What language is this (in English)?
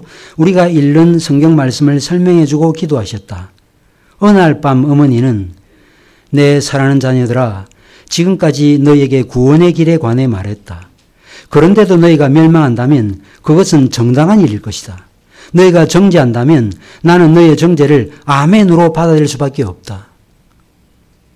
Korean